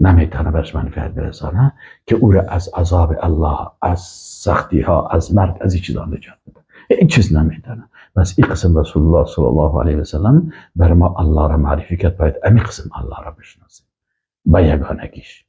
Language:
Persian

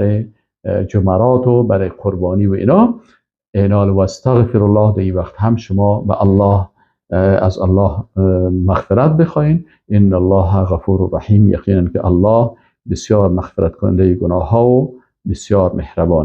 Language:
Persian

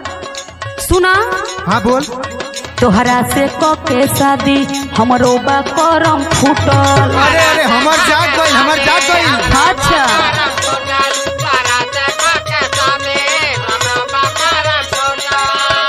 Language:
Bhojpuri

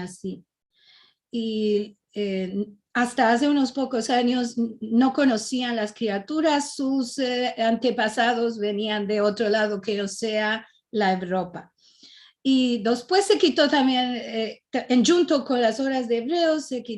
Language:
Ladino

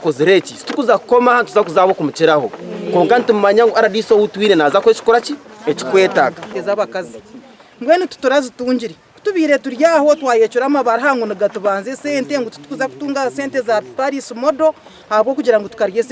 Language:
Nyankole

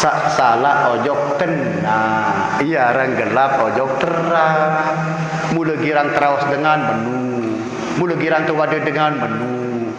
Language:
Sasak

